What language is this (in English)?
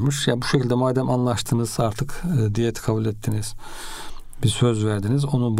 Turkish